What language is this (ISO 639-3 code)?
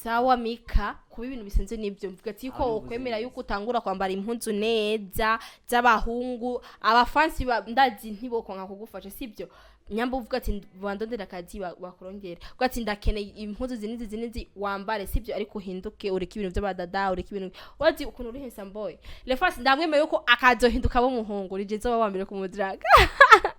run